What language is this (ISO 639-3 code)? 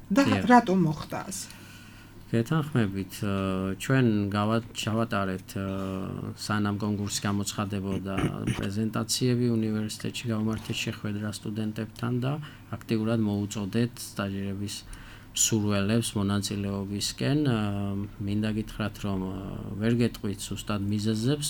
kat